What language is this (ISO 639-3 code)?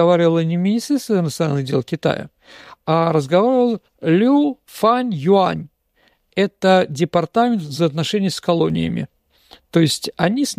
rus